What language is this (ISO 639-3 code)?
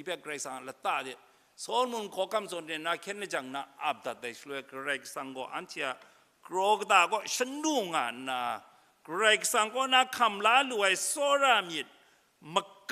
kac